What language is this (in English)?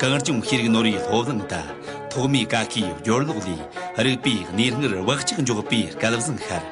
Amdo Tibetan